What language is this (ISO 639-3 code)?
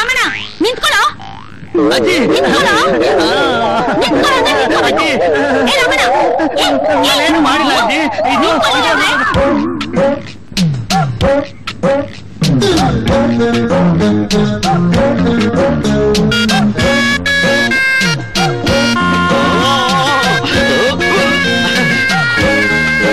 kan